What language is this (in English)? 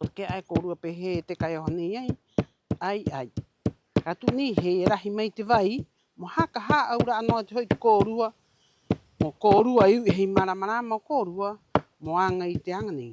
Rapanui